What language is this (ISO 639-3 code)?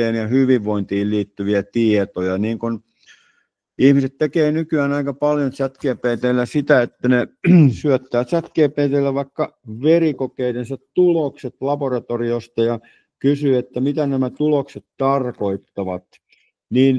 fin